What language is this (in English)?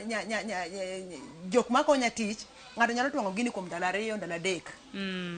Luo (Kenya and Tanzania)